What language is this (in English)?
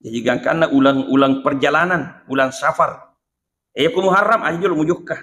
Buginese